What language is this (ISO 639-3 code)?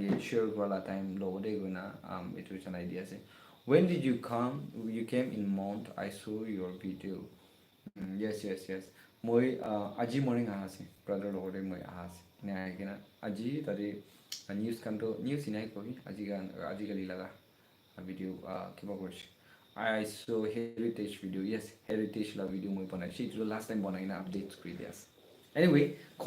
nag